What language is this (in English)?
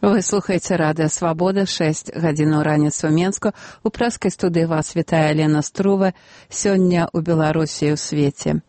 Belarusian